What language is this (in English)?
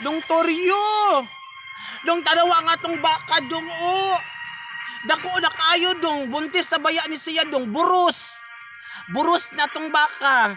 Cebuano